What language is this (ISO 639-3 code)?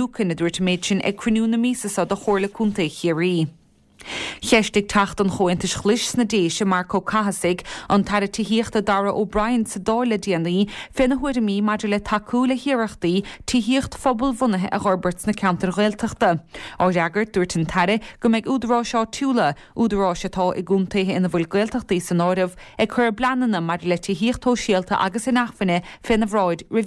gle